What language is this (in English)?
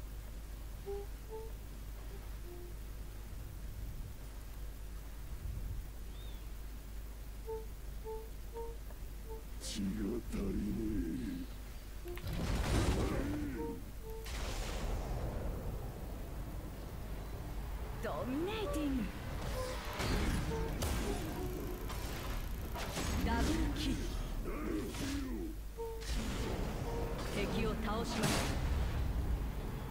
Japanese